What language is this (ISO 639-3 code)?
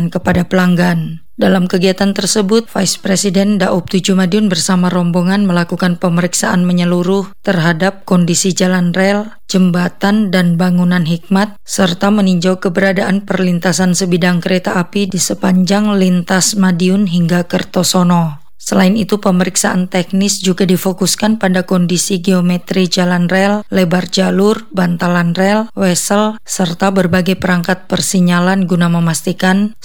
ind